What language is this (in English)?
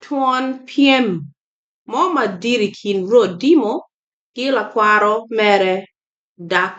Acoli